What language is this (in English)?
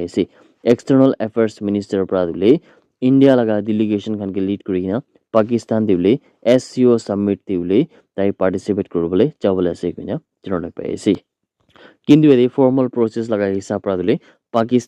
Naga Pidgin